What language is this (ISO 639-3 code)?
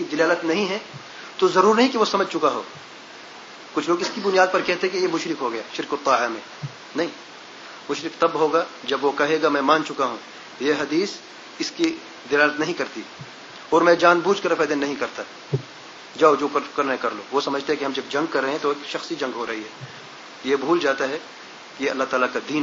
urd